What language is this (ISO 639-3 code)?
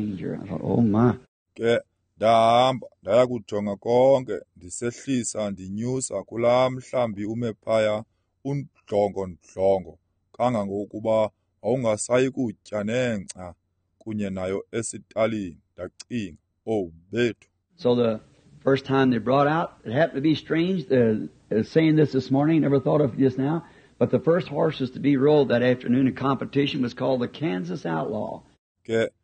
xho